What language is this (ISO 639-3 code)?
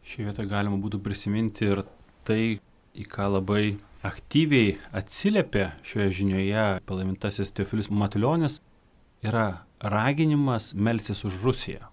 lit